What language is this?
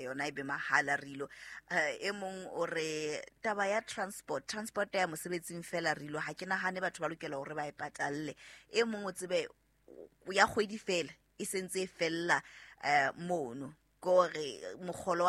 Southern Sotho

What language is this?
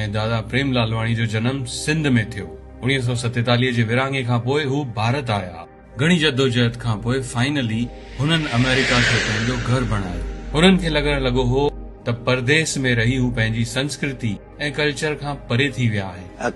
Sindhi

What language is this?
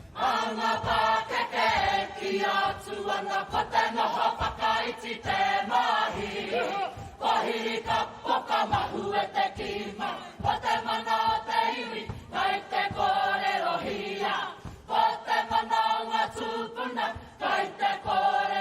Māori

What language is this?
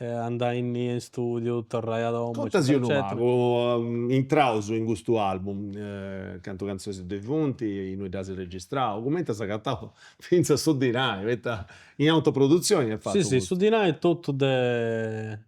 Sardinian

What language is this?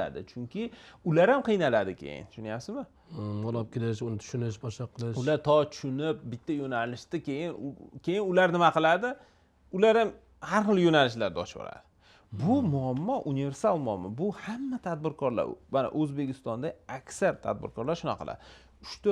Uzbek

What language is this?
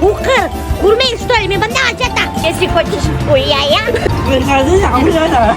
Bashkir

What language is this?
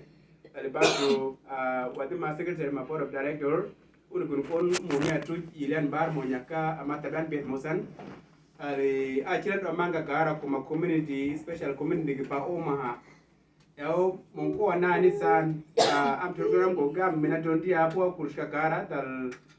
Uduk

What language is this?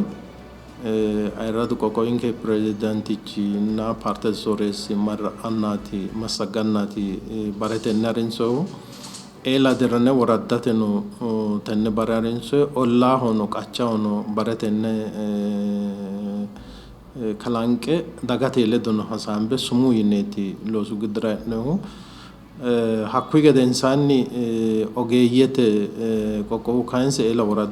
Sidamo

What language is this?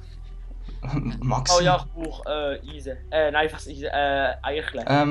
Swiss German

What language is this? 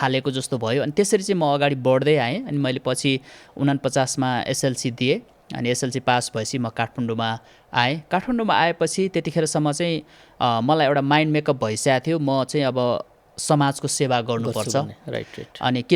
Nepali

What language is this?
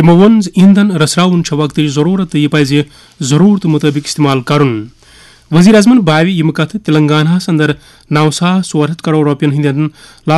Kashmiri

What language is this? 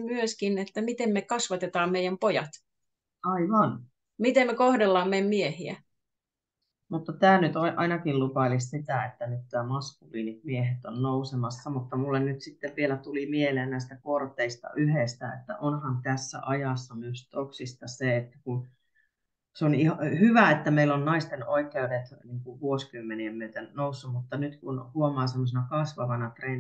Finnish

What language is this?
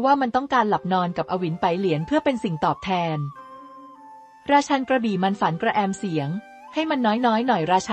Thai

